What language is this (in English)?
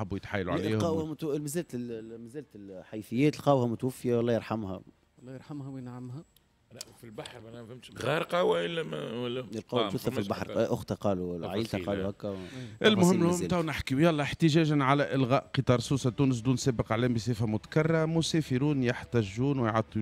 Tunisian Arabic